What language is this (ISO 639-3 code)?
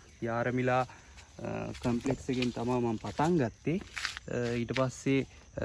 sin